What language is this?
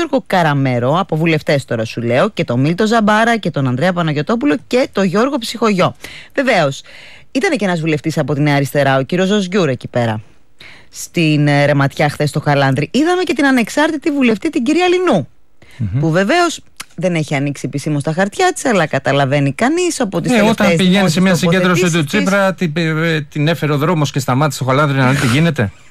Greek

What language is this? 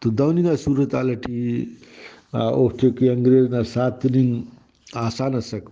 Brahui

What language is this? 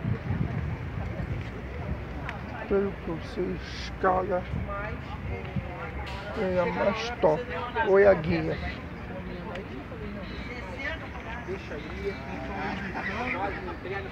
Portuguese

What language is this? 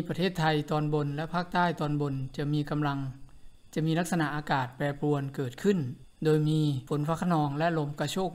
Thai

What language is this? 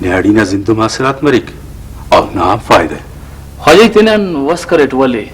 Brahui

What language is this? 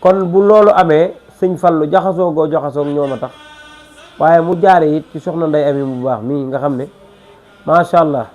Wolof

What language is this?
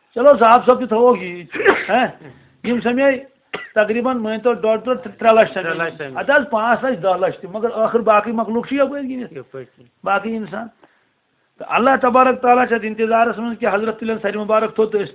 Kashmiri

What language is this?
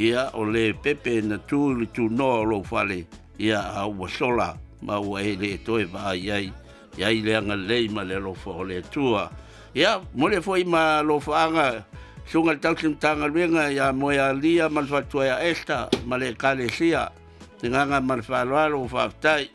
Samoan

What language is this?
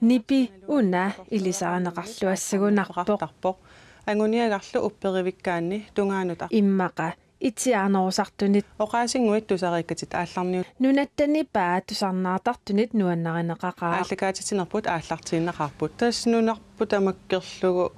Kalaallisut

